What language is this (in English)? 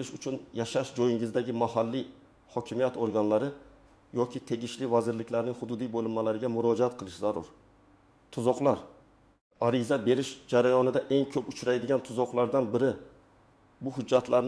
Uzbek